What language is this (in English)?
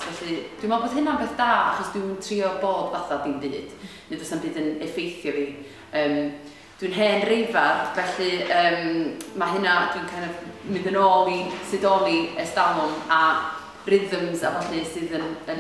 Welsh